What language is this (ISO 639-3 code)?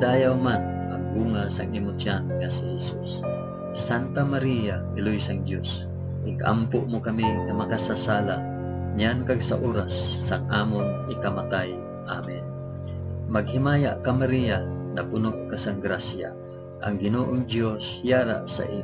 hil